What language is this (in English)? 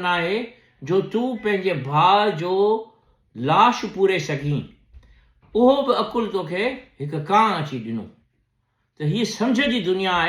Sindhi